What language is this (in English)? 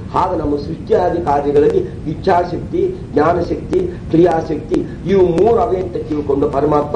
Kannada